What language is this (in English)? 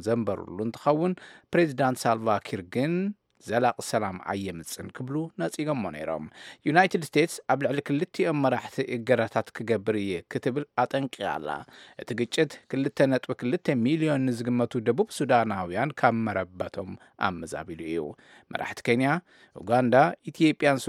Tigrinya